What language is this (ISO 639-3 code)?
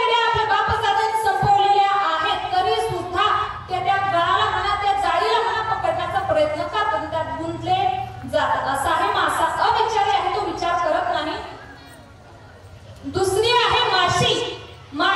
mar